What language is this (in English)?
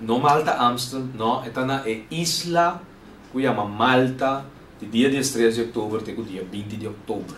Papiamento